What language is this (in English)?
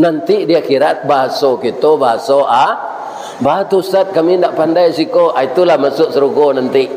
Minangkabau